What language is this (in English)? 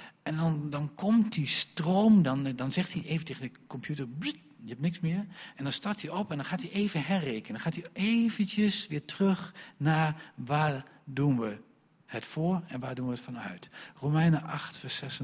Dutch